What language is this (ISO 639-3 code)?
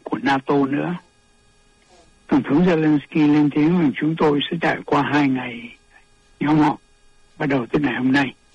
vie